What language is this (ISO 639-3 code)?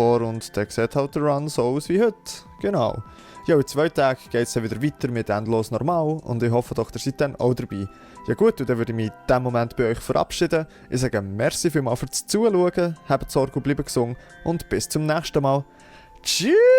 gsw